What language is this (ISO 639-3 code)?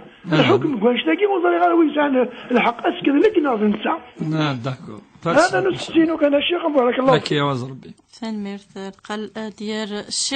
kab